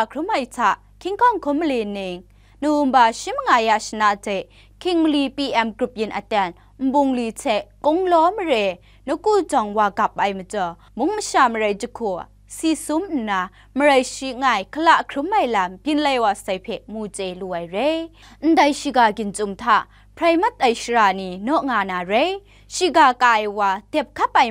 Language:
Kachin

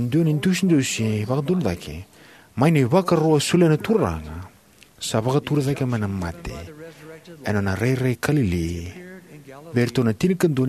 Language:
Fijian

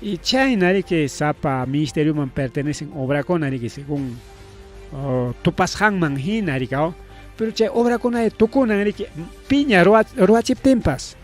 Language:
Ayacucho Quechua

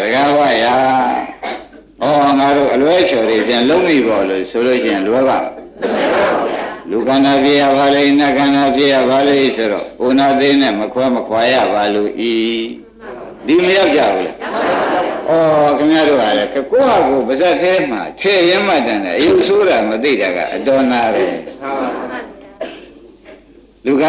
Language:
Burmese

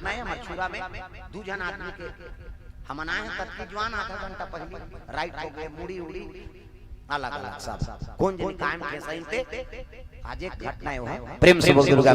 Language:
Chhattisgarhi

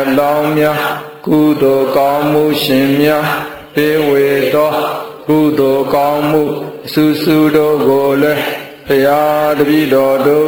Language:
Burmese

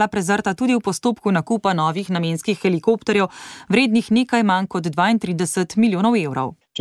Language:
Slovenian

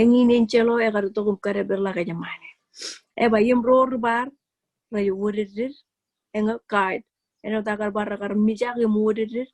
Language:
Marshallese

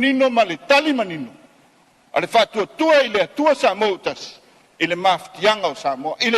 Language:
Samoan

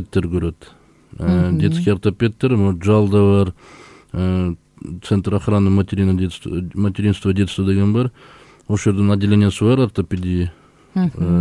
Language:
Kyrgyz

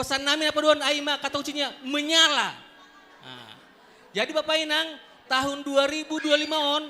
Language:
Batak Simalungun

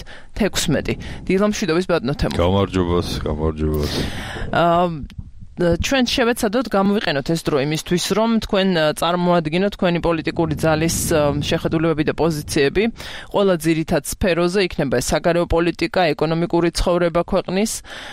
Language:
Georgian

